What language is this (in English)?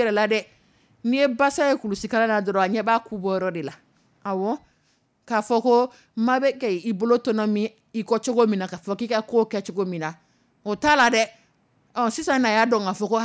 Dyula